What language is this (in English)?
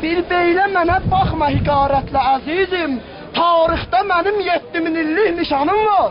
South Azerbaijani